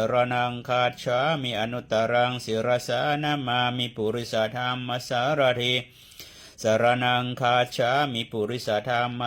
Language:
Pali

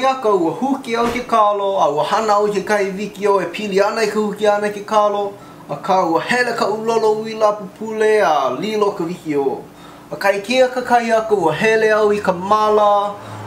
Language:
Hawaiian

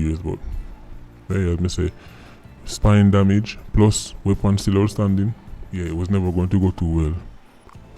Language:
Jamaican Creole English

